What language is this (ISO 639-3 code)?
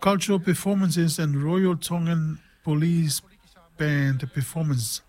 smo